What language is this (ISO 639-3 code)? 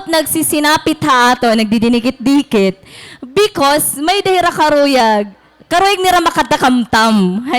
war